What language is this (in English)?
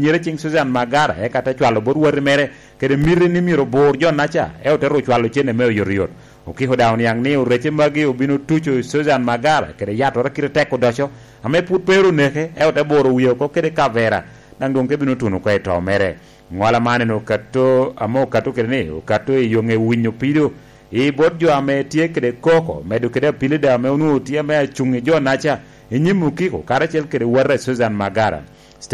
Lango (Uganda)